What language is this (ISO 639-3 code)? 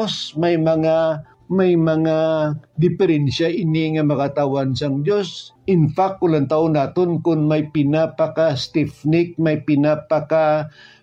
hil